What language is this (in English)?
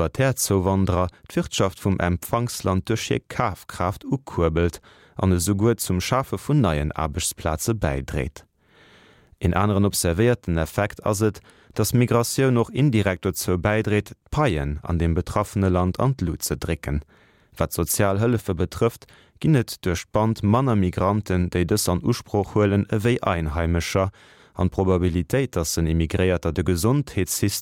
Luxembourgish